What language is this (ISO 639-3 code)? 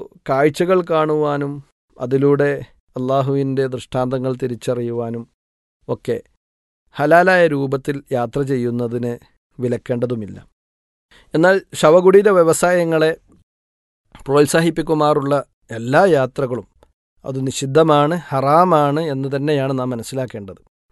mal